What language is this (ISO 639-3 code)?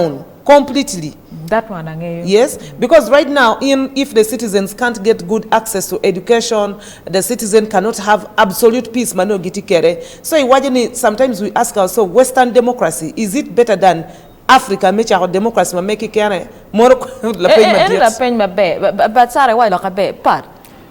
ach